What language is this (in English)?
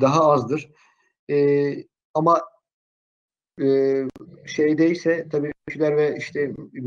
Turkish